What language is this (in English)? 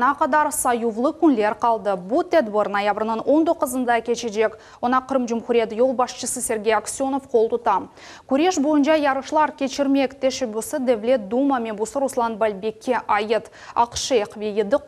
Crimean Tatar